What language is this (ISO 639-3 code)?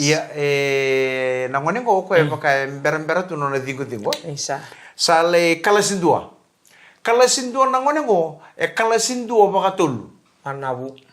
fij